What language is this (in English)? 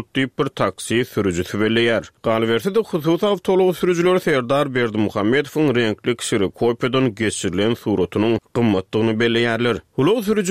Turkmen